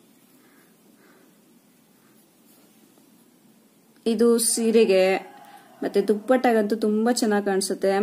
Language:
Kannada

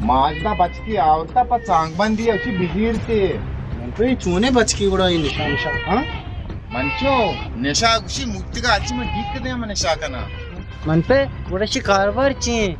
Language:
Baluchi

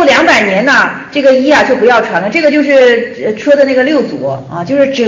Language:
Chinese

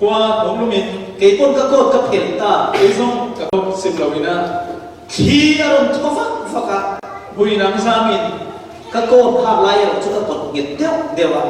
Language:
Falam Chin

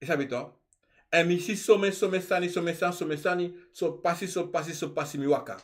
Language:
Sranan Tongo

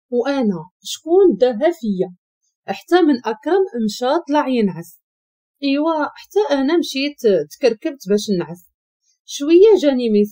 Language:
Moroccan Arabic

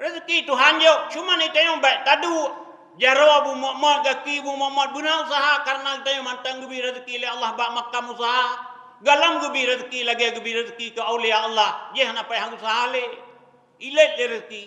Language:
Achinese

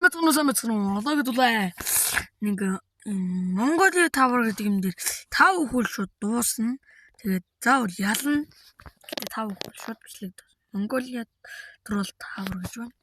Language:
Mongolian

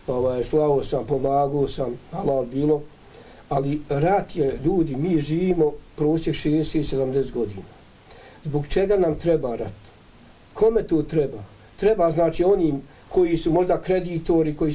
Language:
Bosnian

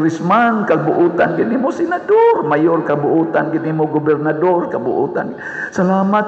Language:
Cebuano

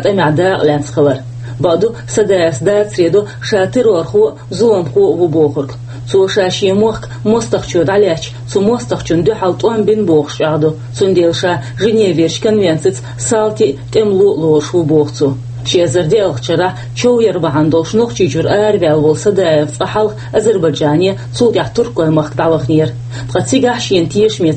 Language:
Chechen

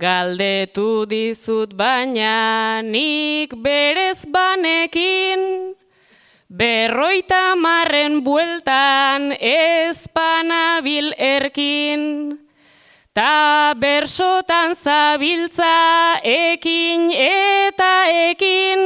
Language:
Basque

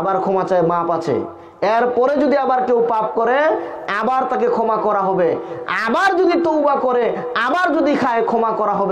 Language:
Bangla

